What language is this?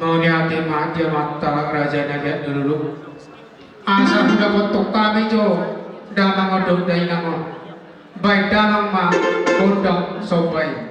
Batak Toba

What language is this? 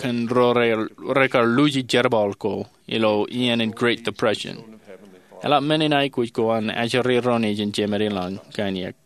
Marshallese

